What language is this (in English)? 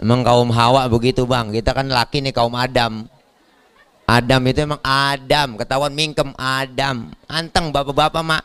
Betawi